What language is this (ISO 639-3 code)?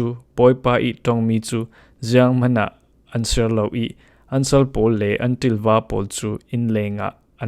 cfm